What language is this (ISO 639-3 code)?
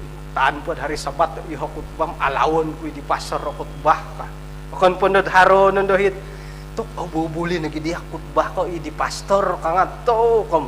dtp